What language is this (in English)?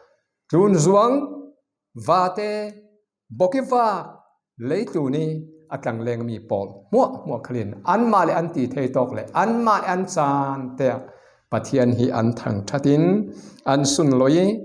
Falam Chin